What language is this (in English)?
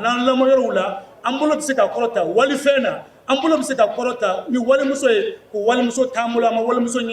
Bambara